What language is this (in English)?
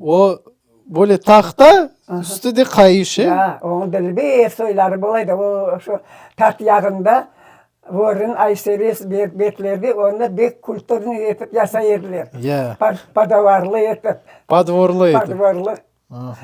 Crimean Tatar